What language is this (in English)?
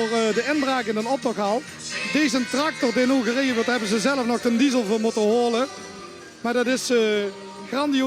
Limburgish